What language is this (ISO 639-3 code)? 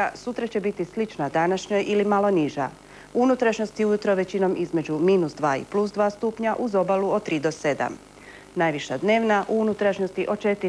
hrv